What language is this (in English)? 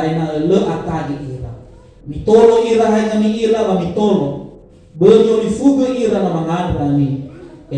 Nias